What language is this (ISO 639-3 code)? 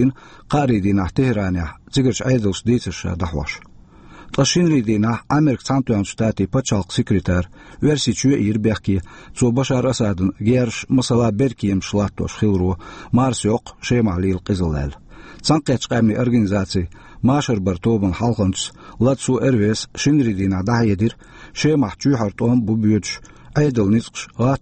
che